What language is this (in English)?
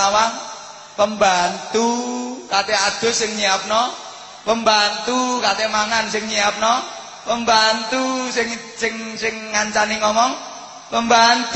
Javanese